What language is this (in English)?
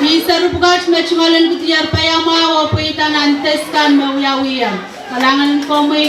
Pohnpeian